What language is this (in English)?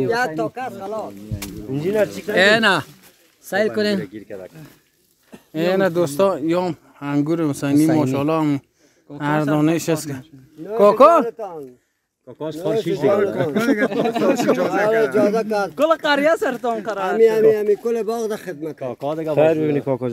Persian